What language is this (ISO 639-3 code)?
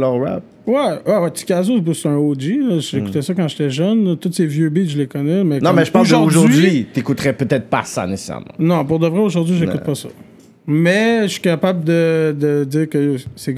fra